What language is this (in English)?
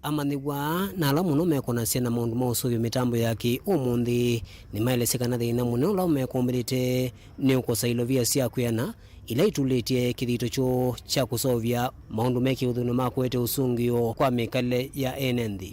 Kamba